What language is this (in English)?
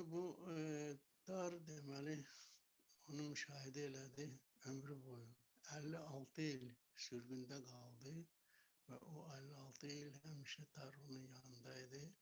Azerbaijani